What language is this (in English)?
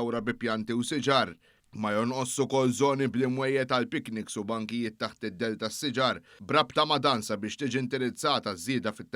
Maltese